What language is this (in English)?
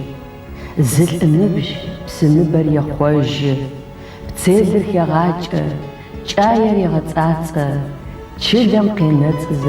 Adyghe